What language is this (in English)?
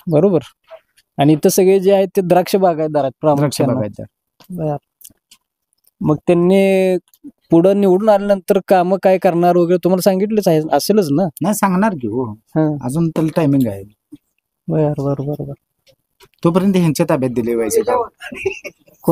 Marathi